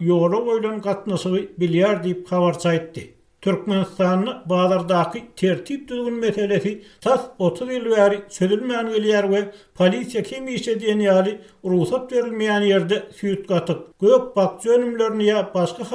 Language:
Turkmen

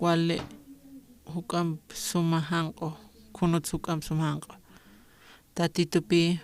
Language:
Aymara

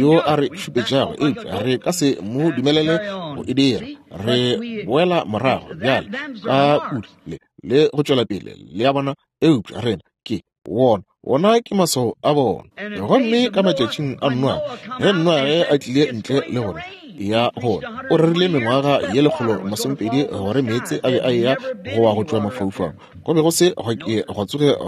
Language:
Northern Sotho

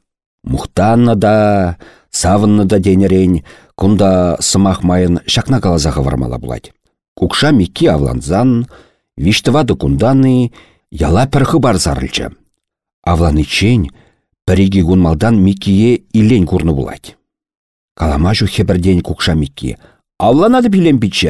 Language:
Chuvash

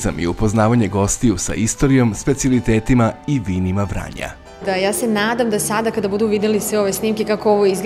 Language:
Serbian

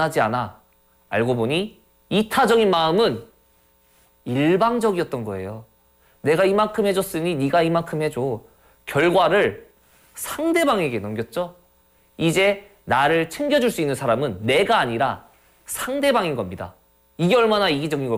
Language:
Korean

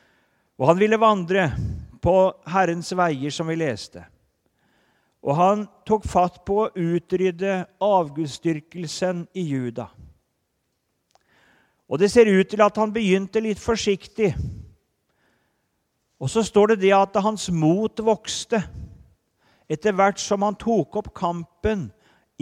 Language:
Norwegian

